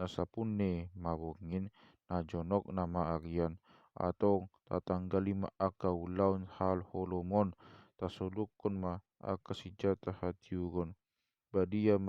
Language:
Batak Toba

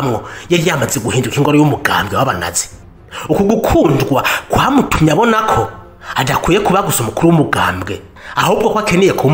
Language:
Rundi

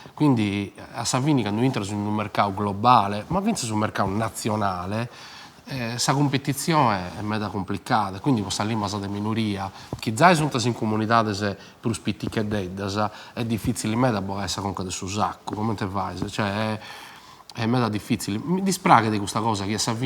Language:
Sardinian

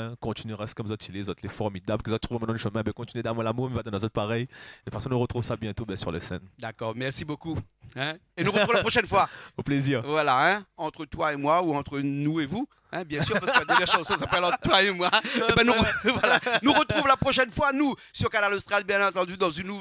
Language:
Réunion Creole French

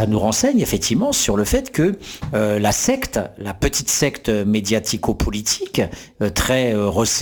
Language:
French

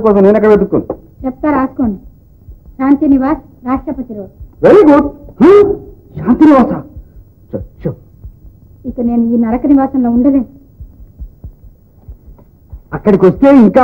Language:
Telugu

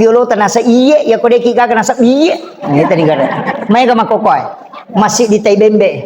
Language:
Buginese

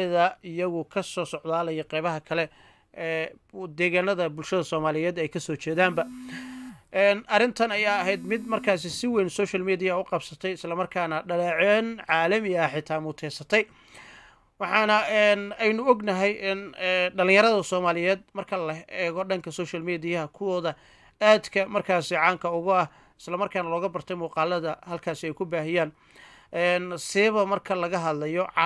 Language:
Somali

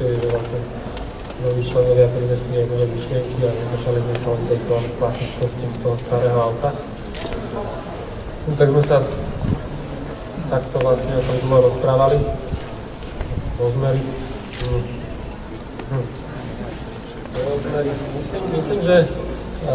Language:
Slovak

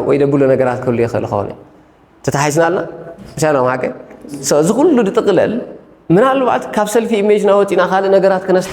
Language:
Tigrinya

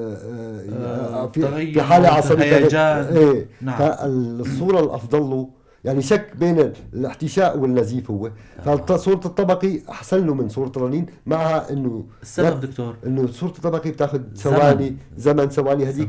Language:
North Levantine Arabic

